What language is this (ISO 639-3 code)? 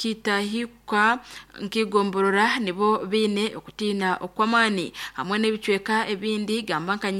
nyn